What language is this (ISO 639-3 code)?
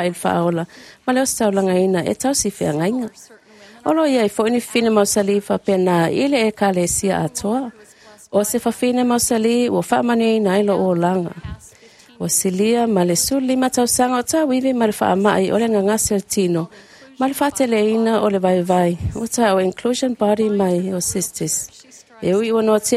smo